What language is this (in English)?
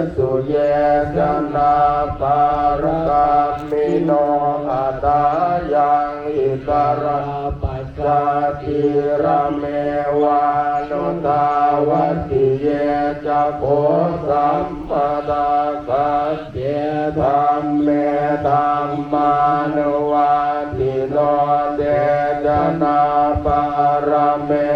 Pali